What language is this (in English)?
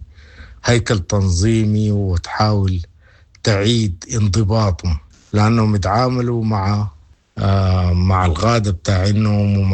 Sudanese Arabic